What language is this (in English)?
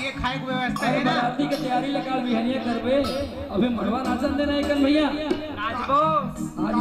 Chhattisgarhi